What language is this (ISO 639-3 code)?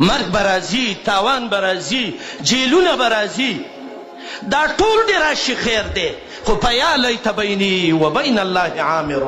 pus